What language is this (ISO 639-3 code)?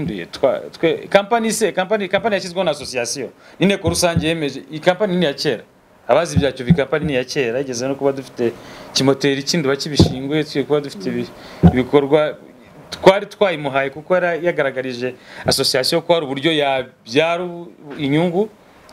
kin